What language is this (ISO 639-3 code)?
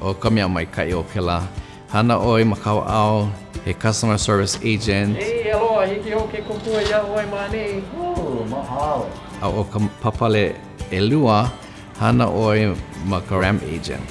haw